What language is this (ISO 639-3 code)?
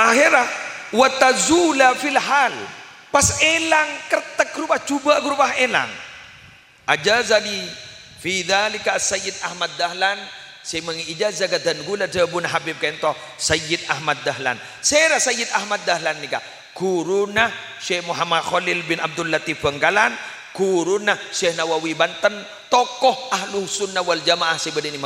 mad